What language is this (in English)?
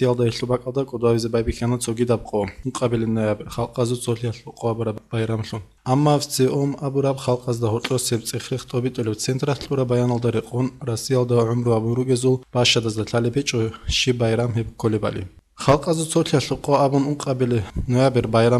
Avaric